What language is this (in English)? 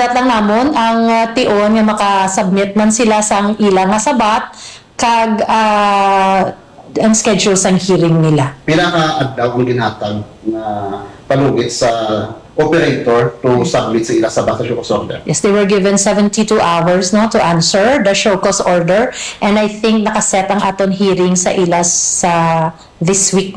Hiligaynon